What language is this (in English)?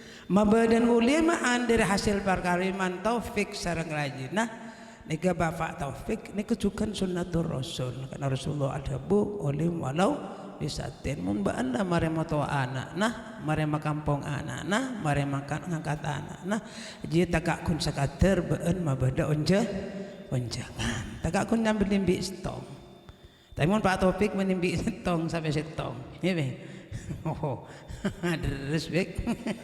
Madurese